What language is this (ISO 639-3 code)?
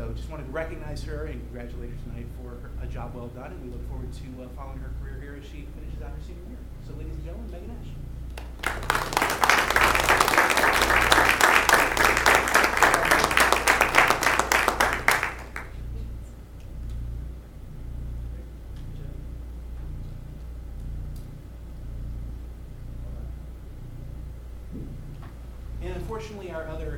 eng